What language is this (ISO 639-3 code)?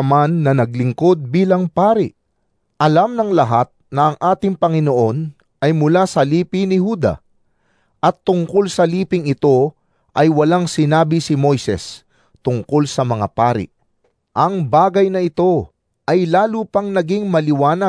fil